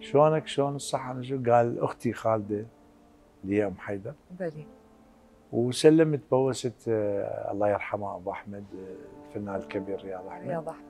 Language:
Mesopotamian Arabic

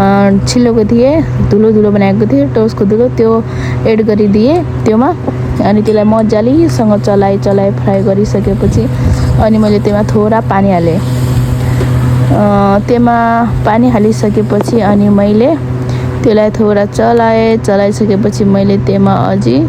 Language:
Nepali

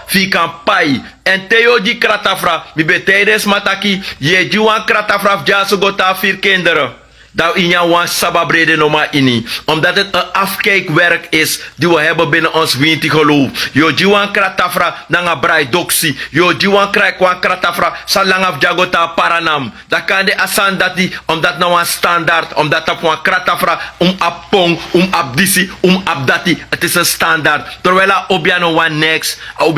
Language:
Sranan Tongo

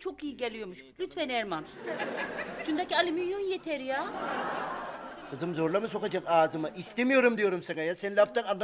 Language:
Turkish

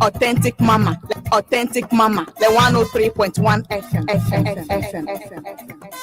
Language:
Ewe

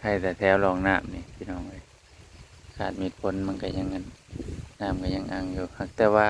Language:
Northeastern Thai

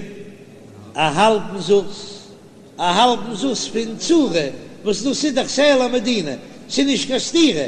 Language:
Yiddish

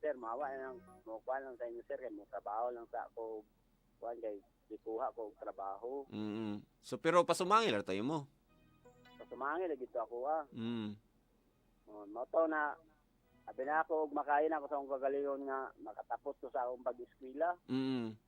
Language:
Cebuano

